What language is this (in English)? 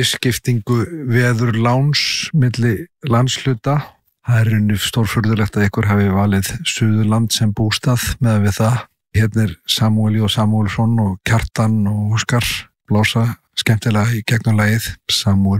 Icelandic